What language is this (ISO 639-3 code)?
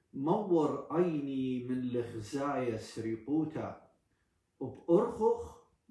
aii